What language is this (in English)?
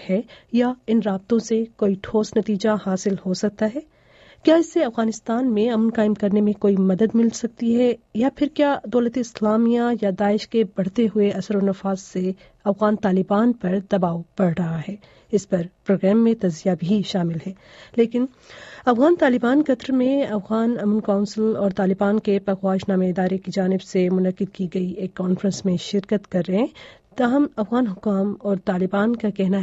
Urdu